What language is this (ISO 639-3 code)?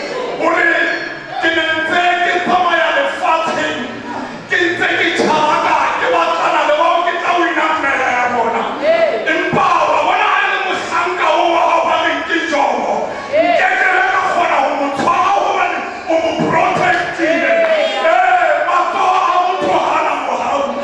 sot